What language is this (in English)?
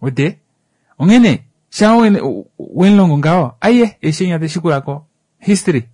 Kuanyama